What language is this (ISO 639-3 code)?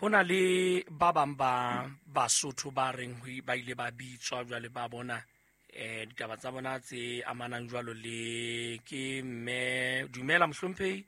sot